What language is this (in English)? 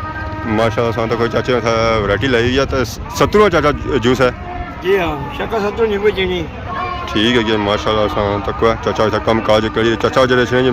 Pahari-Potwari